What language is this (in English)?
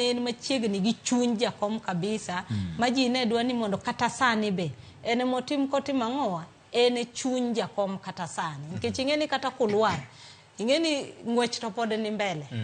Luo (Kenya and Tanzania)